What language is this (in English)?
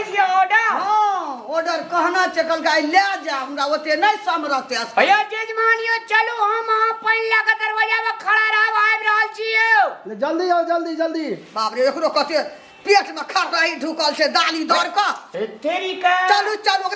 Maithili